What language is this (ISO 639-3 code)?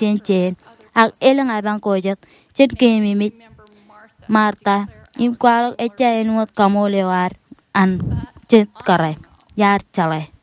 mah